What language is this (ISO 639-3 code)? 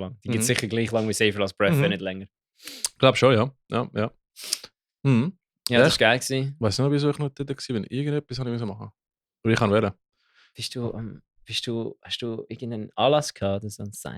gsw